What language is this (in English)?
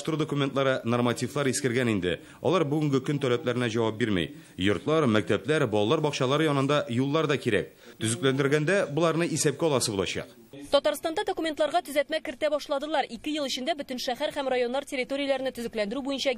Tatar